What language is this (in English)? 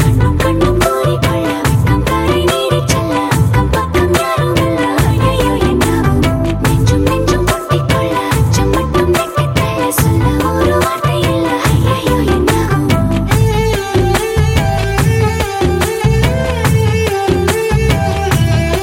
Tamil